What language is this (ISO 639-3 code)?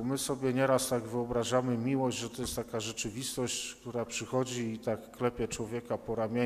pol